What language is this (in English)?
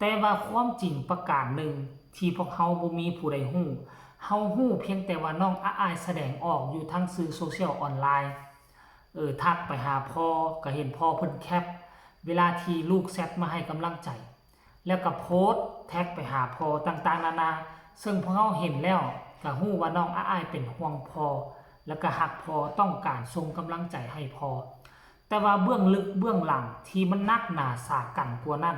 Lao